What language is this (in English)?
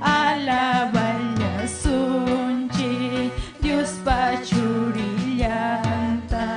Ayacucho Quechua